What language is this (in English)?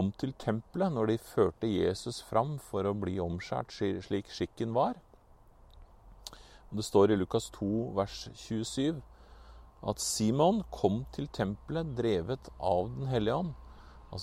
Norwegian